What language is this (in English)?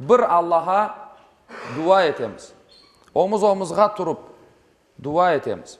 Crimean Tatar